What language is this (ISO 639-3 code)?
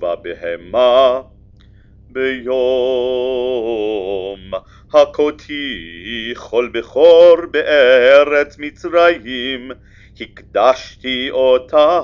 heb